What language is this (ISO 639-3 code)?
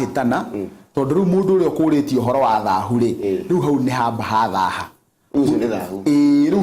kik